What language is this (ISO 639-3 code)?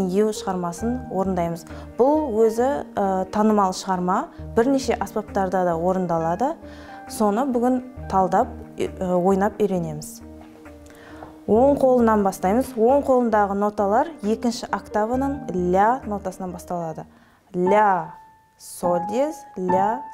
kaz